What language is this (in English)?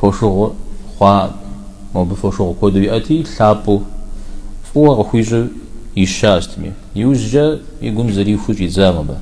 Kabardian